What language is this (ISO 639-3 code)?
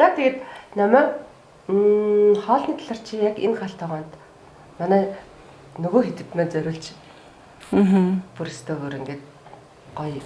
mon